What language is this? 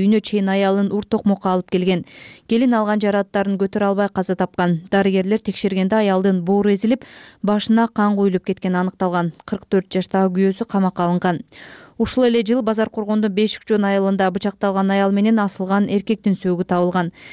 Kyrgyz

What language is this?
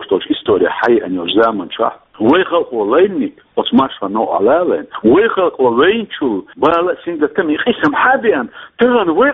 Chechen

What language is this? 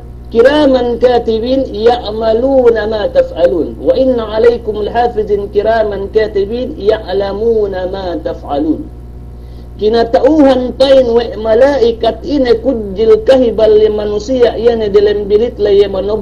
Yakan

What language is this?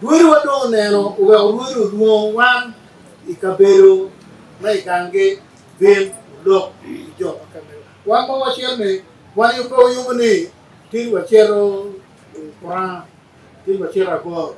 Acoli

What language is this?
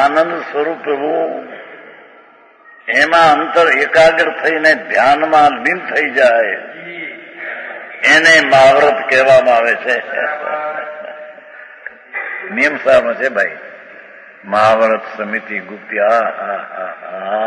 Gujarati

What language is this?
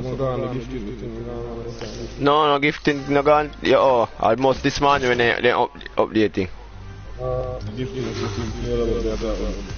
Jamaican Creole English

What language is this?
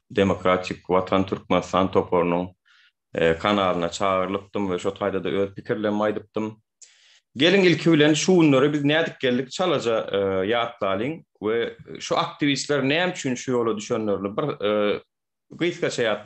Turkmen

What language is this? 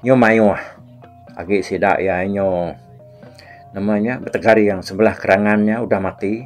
Iban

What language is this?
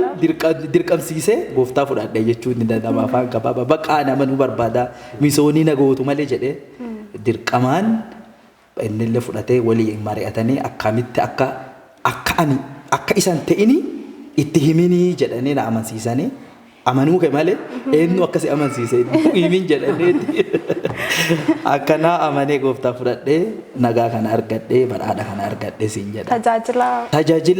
Oromo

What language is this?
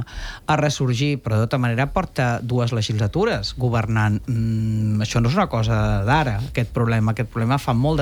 Catalan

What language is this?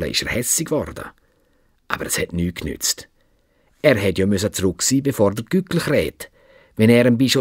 Swiss German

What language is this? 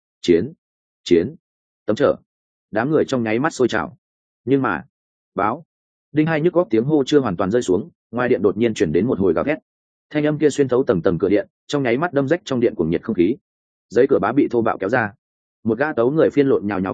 Vietnamese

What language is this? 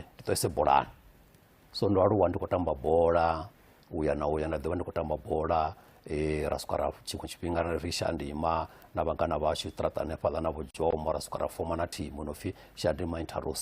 Venda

